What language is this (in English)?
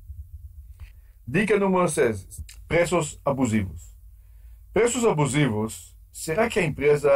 Portuguese